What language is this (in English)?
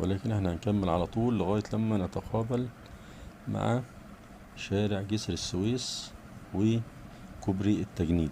Egyptian Arabic